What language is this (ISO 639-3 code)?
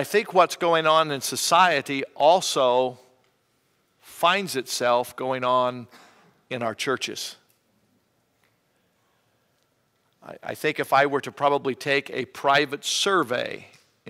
eng